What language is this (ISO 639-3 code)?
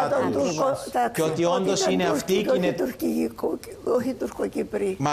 ell